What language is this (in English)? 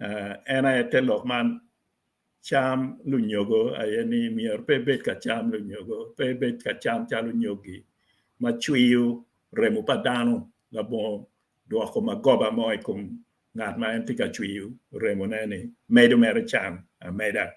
Acoli